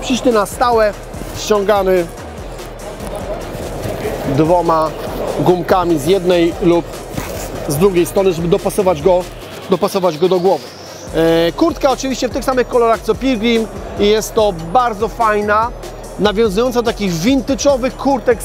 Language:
Polish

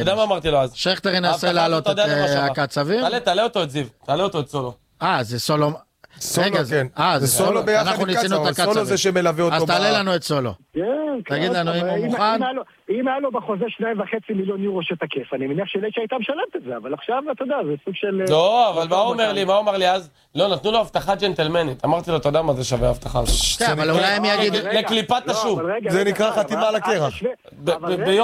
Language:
Hebrew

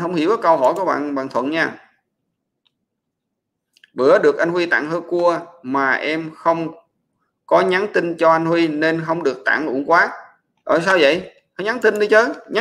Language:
Vietnamese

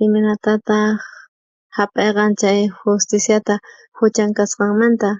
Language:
South Bolivian Quechua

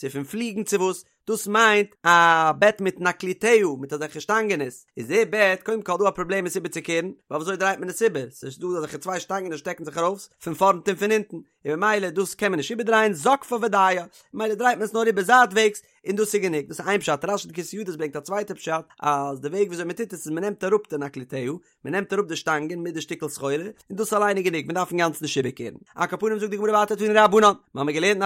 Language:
Yiddish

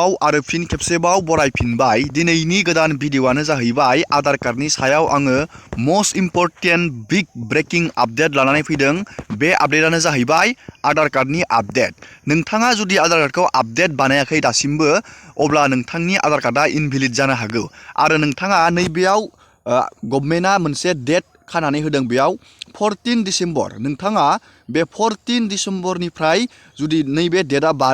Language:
Bodo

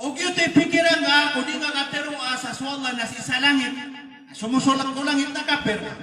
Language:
Maranao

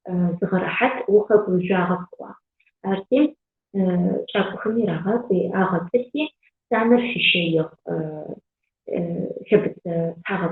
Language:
Adyghe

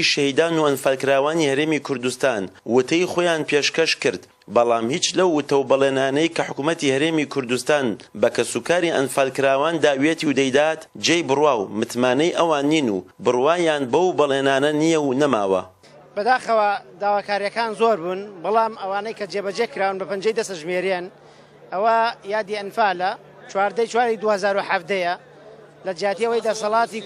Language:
Central Kurdish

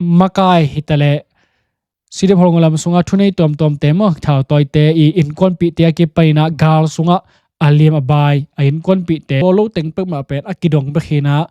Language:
Tedim Chin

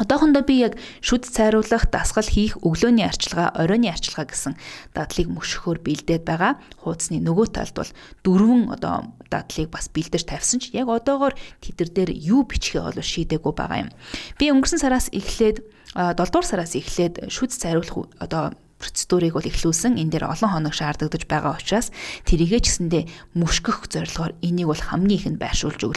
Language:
Mongolian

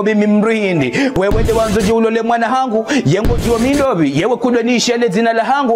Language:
Ngazidja Comorian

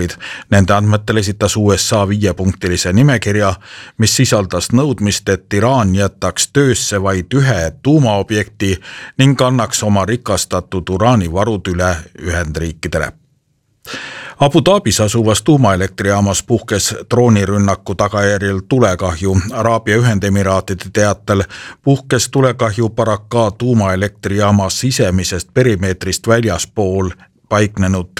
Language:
Estonian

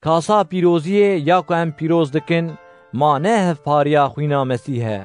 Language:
Kurdish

